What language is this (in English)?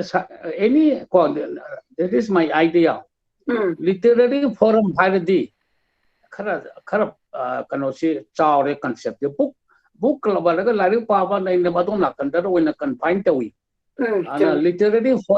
Manipuri